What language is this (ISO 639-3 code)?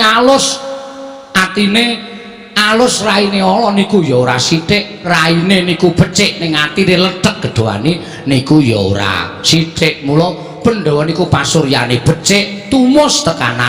jav